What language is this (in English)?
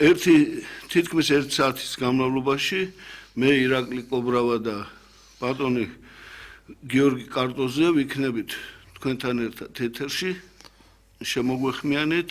Georgian